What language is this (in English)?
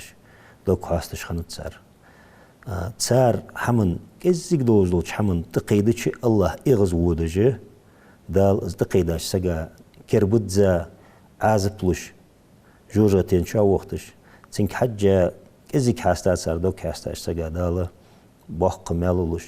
Ingush